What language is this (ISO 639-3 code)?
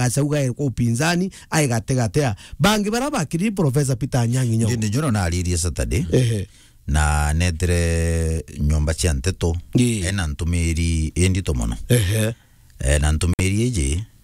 mer